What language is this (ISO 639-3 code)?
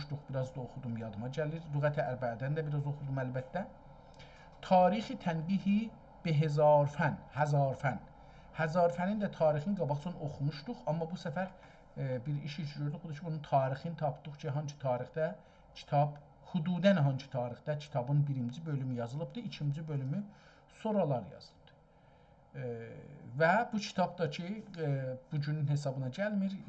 azb